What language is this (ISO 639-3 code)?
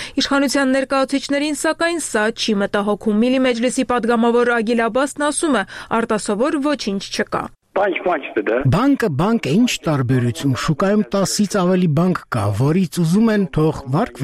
hye